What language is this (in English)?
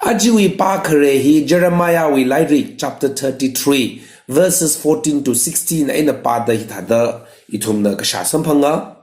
Tangkhul Naga (India)